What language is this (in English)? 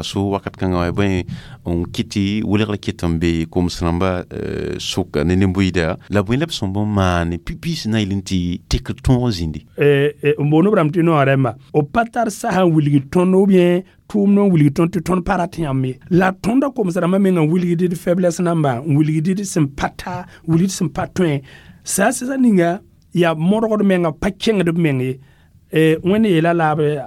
Mossi